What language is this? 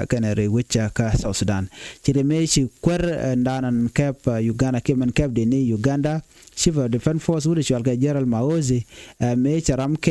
Nuer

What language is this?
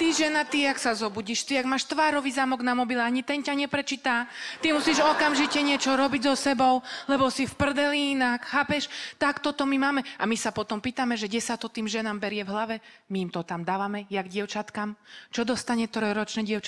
Slovak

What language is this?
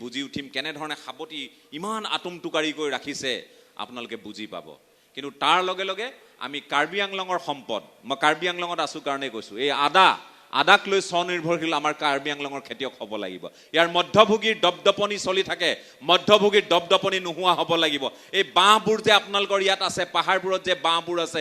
Assamese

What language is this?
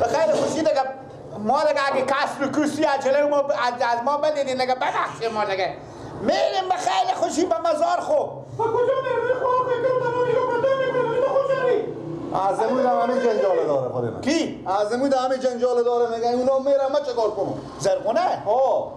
Persian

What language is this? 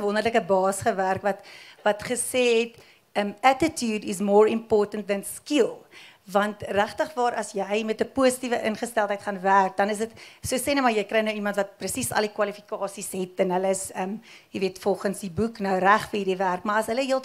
Afrikaans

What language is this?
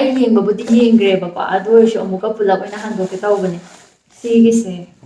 Manipuri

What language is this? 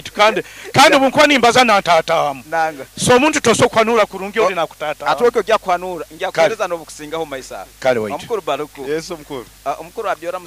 Nyoro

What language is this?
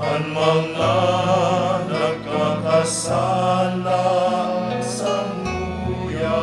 Bikol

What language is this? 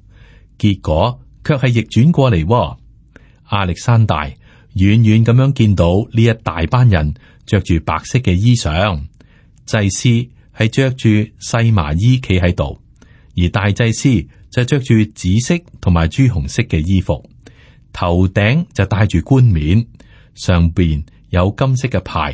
Cantonese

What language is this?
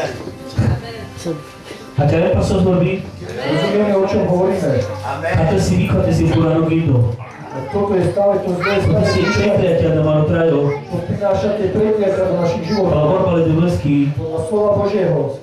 Slovak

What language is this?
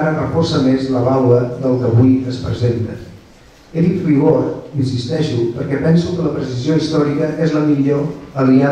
Catalan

